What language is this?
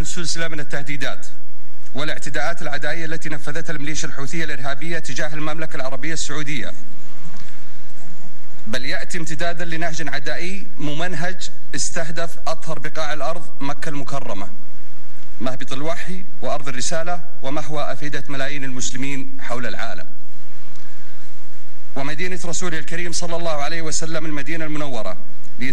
Arabic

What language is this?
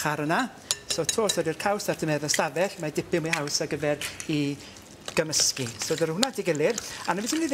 Welsh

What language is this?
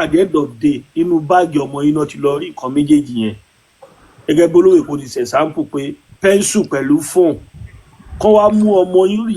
Yoruba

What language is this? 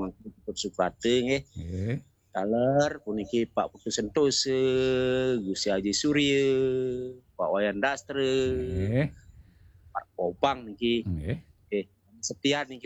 Balinese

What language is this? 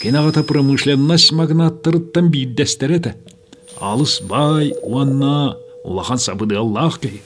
Yakut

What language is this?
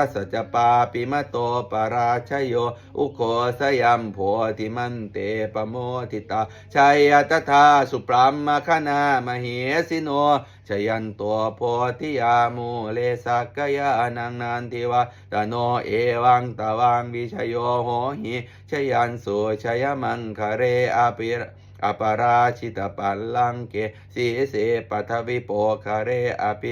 Pali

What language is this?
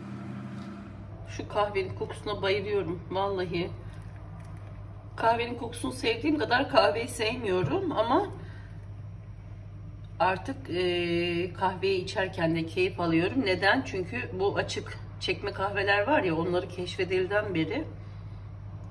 Turkish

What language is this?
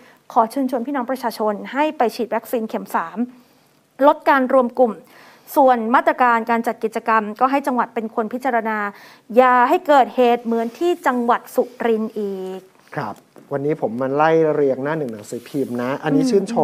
Thai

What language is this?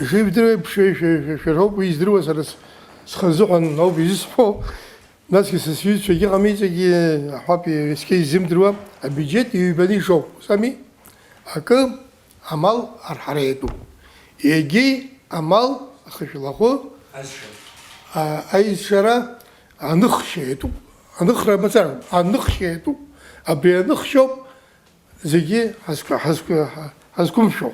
Abkhazian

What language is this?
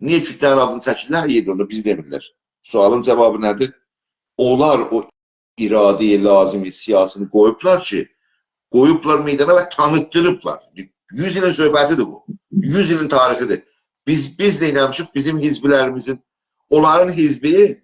South Azerbaijani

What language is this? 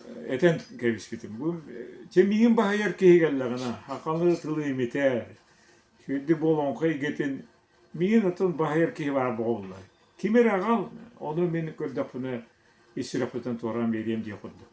Yakut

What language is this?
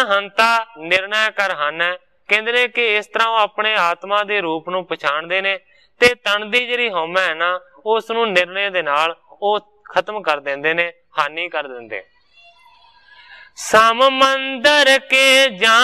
Punjabi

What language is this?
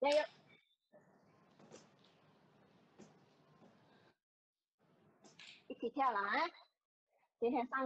Chinese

